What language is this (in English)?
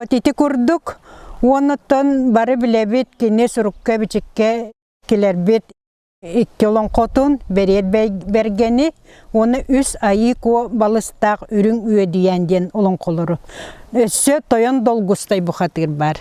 Yakut